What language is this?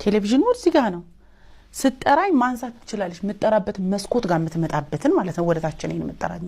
Amharic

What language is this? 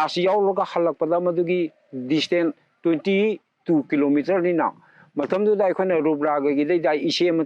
Manipuri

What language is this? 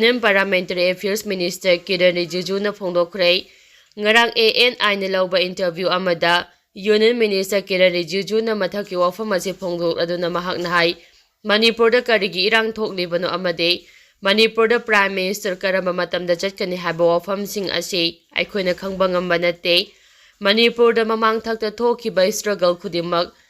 Manipuri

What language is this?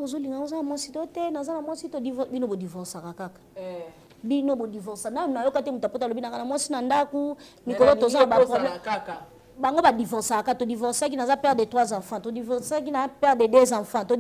Lingala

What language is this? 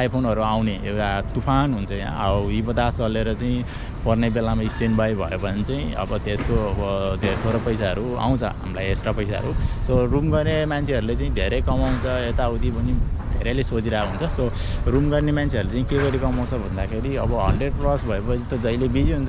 Nepali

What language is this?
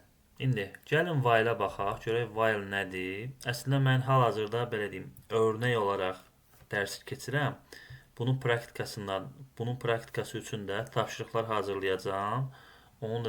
Azerbaijani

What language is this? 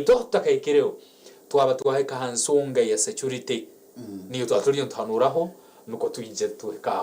Nyankole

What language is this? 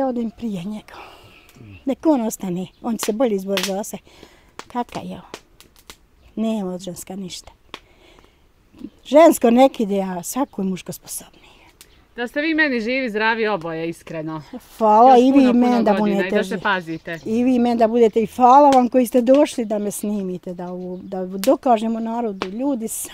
Bosnian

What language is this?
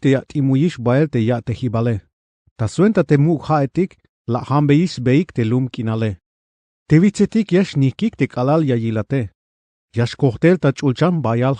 Tzeltal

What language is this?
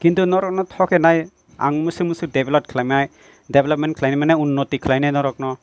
Kok Borok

